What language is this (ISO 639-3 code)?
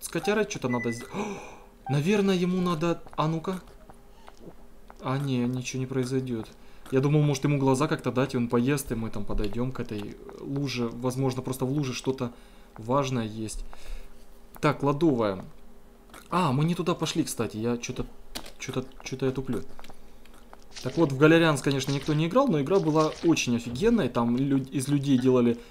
rus